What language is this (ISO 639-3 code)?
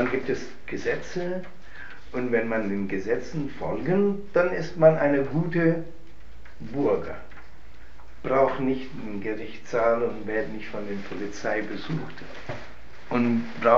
deu